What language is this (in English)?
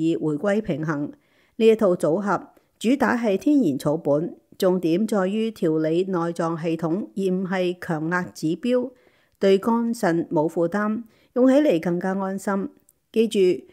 Cantonese